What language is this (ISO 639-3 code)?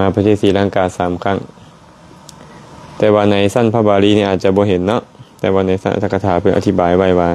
lao